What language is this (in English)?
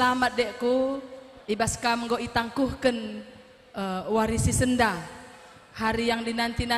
Batak Karo